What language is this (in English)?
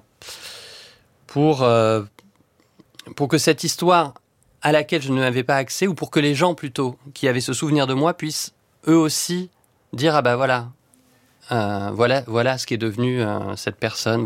French